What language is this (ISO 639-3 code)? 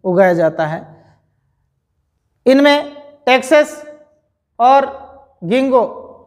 hin